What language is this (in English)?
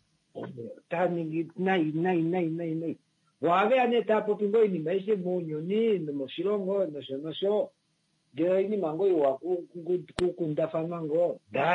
Kuanyama